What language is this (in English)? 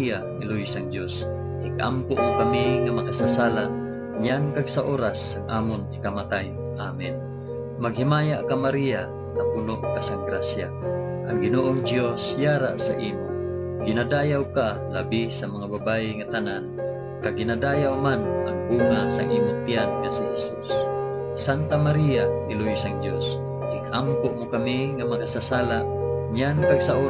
Hiligaynon